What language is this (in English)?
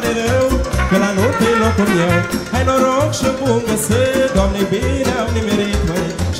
Romanian